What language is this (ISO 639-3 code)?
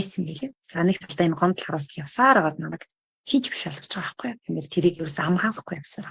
mon